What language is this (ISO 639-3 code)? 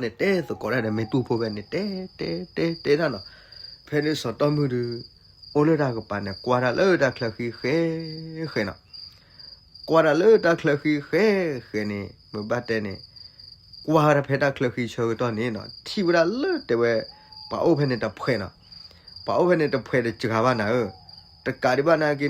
ksw